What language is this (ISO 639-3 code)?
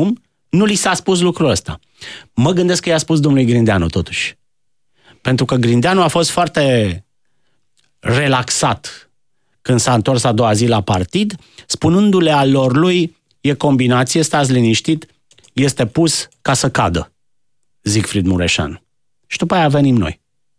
ron